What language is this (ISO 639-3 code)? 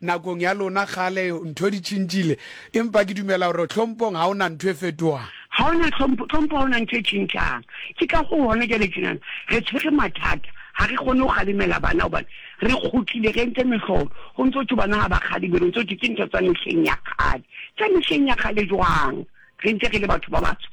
sot